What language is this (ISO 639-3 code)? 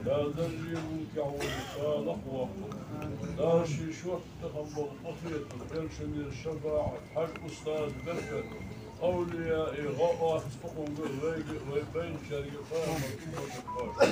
inh